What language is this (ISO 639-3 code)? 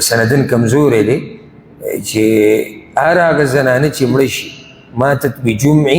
pus